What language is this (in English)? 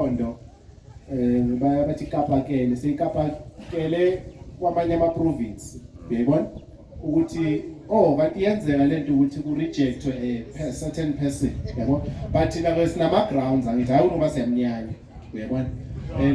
Zulu